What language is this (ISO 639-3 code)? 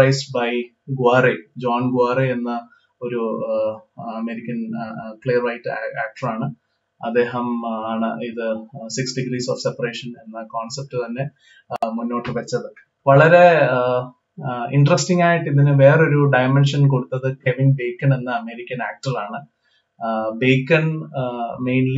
mal